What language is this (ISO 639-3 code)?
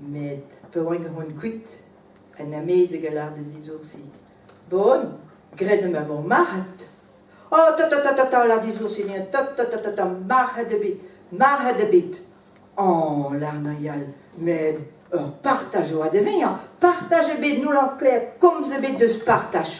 bre